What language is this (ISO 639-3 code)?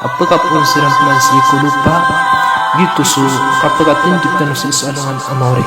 mrw